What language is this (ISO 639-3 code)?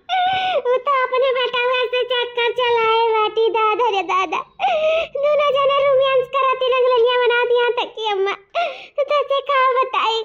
awa